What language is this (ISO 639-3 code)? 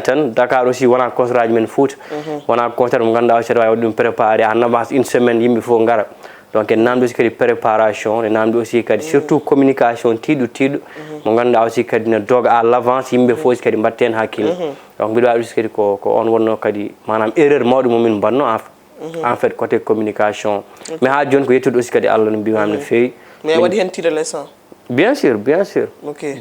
ful